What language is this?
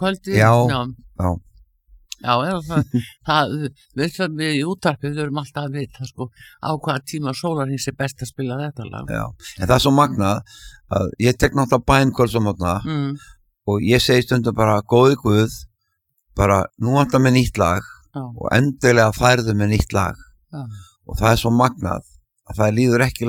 Icelandic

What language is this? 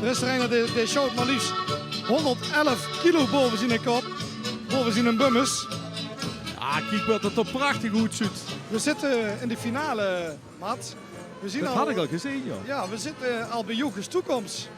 Limburgish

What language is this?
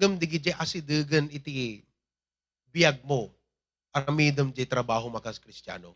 Iloko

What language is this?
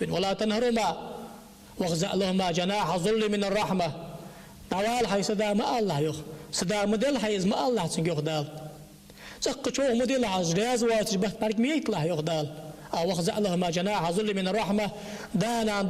Ingush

